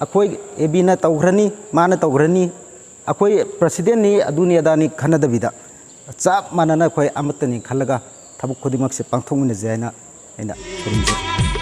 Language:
Manipuri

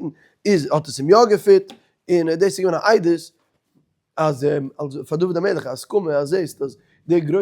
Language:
Yiddish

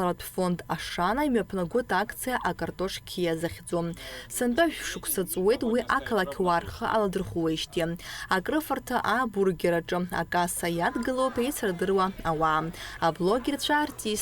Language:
Abkhazian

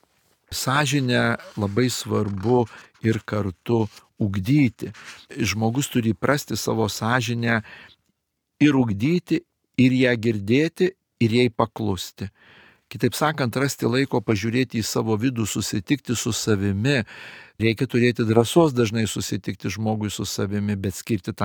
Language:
Lithuanian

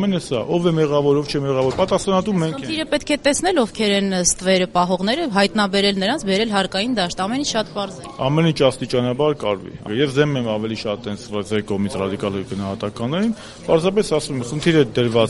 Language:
Armenian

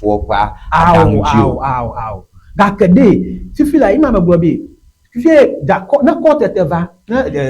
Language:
Ewe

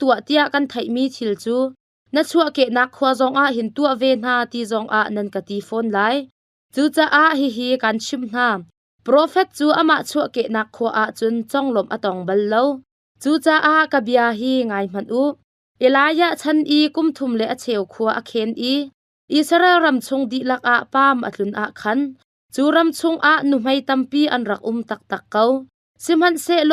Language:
Hakha Chin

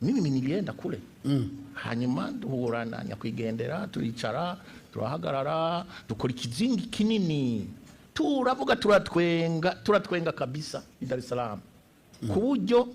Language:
Rundi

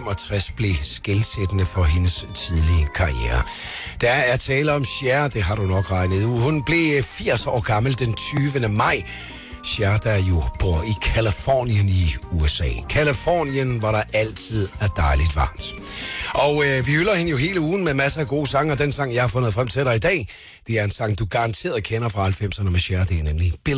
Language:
Danish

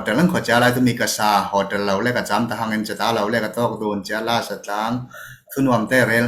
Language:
Falam Chin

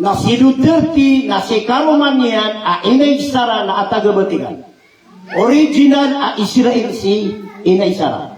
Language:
Maranao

